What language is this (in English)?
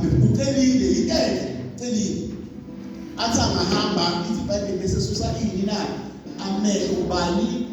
Zulu